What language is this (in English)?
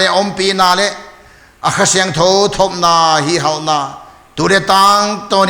Paite Chin